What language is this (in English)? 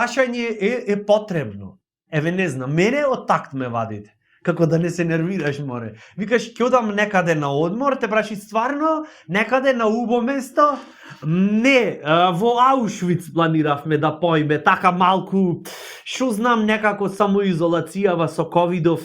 Macedonian